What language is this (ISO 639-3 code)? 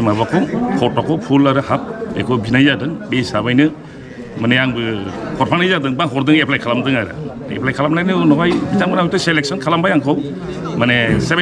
brx